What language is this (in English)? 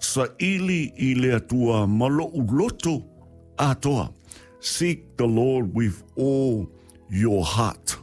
Samoan